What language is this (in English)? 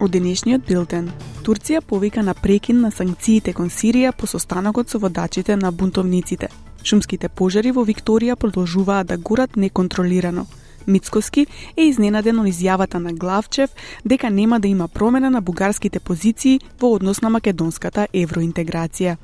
Macedonian